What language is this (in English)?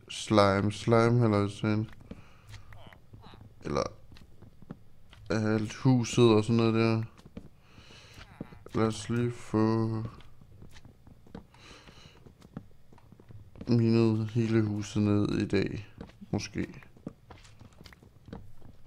Danish